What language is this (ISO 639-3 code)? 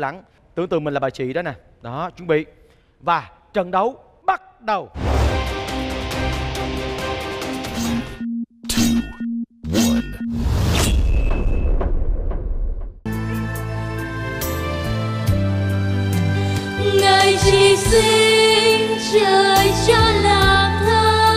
vie